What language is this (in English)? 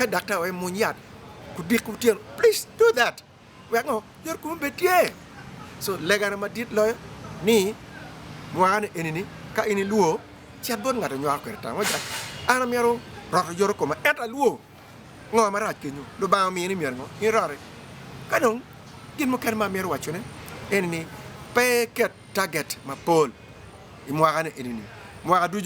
Acoli